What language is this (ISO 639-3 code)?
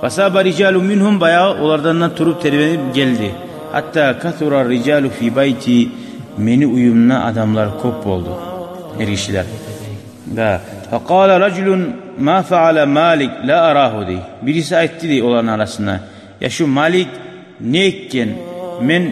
kum